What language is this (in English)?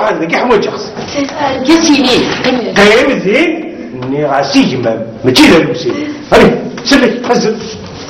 Kabyle